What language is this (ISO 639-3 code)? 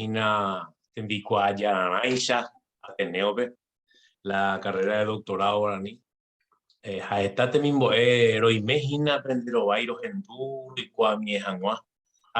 grn